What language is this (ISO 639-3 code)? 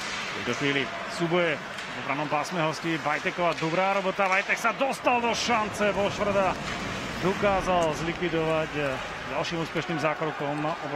slk